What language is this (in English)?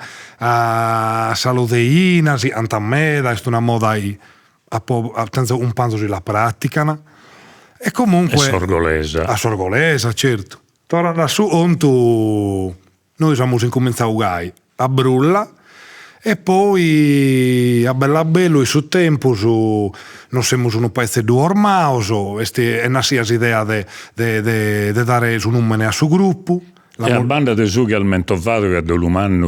Sardinian